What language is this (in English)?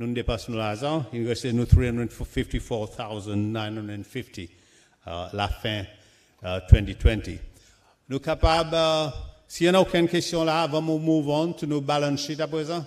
Seselwa Creole French